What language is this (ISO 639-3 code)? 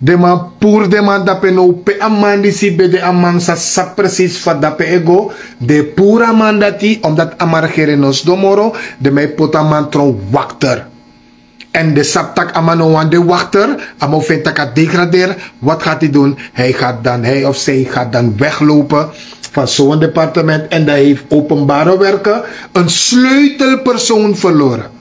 srn